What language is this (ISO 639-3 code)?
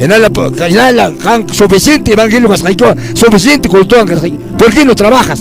que